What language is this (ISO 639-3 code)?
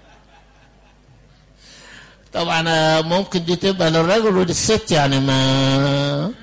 arz